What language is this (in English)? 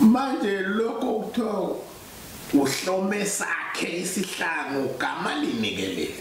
Zulu